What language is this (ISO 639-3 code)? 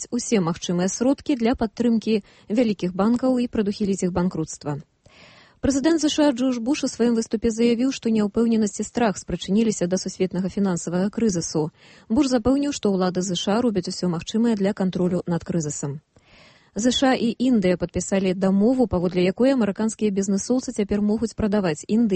bel